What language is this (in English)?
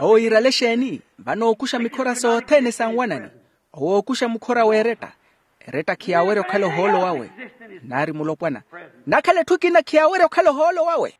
Makhuwa